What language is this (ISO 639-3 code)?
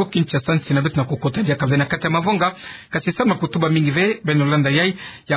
ktu